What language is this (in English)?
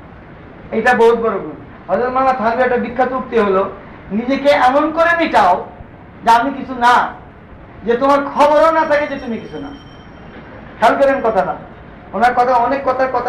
Bangla